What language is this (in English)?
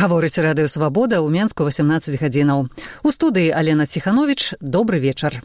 Belarusian